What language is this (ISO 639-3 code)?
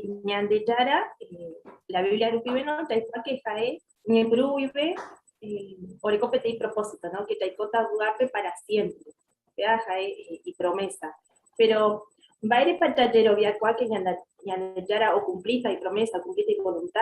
grn